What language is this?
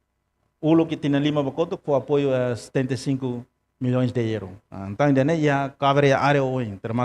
Tetum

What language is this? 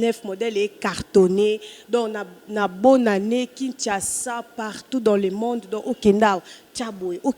Lingala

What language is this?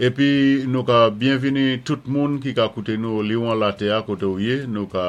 Saint Lucian Creole French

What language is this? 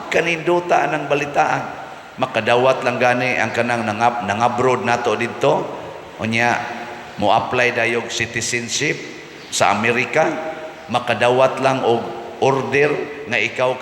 Cebuano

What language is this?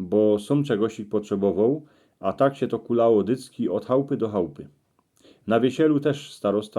Silesian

